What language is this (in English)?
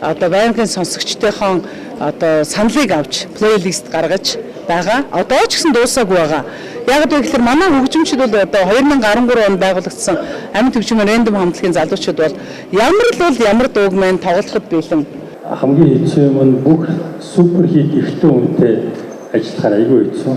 Mongolian